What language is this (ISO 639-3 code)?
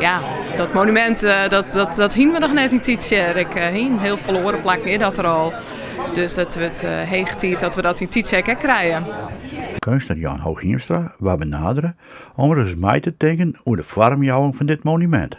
fry